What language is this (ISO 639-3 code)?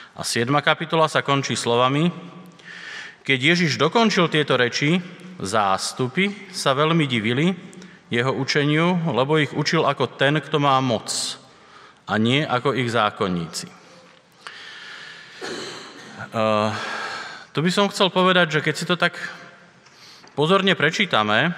slk